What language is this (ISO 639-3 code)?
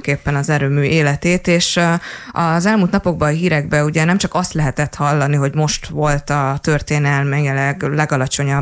hun